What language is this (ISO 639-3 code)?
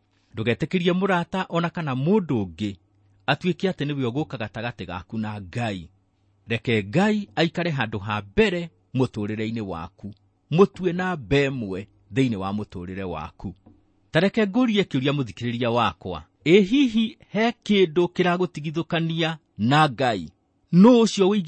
kik